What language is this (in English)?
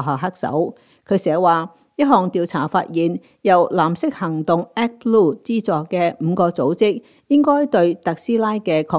Cantonese